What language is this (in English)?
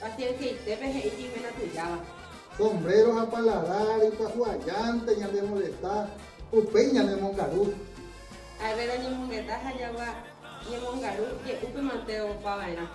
Guarani